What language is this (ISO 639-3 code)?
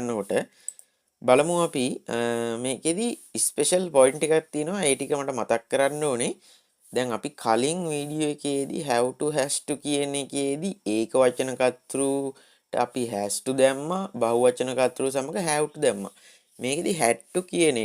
sin